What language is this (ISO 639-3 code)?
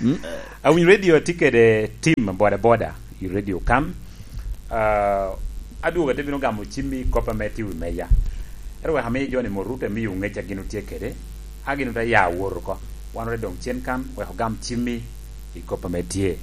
laj